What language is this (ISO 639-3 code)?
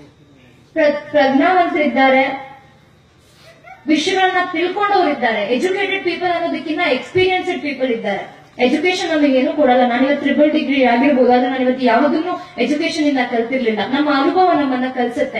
kan